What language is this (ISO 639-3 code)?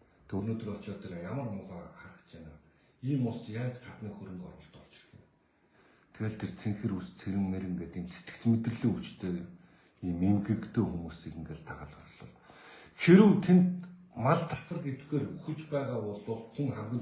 mon